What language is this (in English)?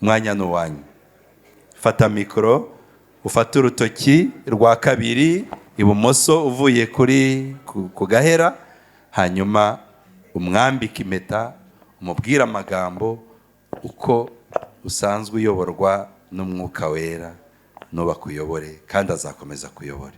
Kinyarwanda